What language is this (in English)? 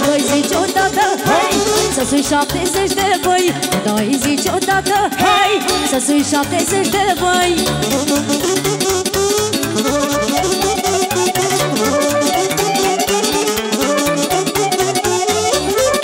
Romanian